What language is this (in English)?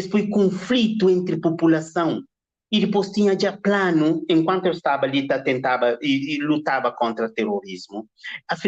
Kabuverdianu